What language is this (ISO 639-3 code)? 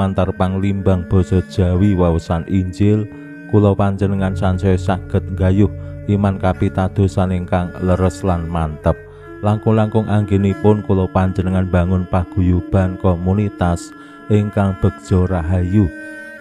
jav